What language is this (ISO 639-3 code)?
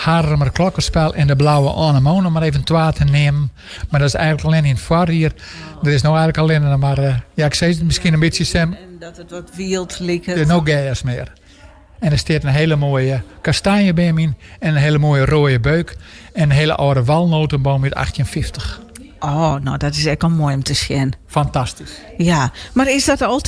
fry